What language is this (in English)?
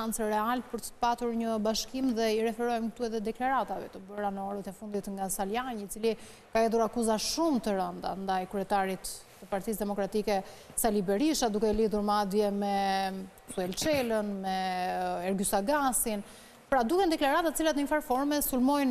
Albanian